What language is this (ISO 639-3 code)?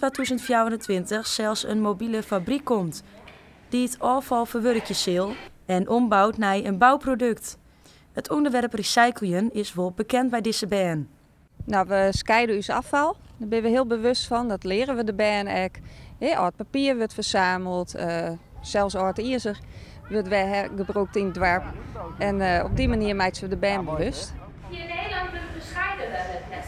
fry